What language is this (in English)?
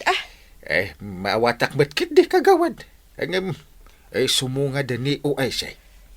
Iloko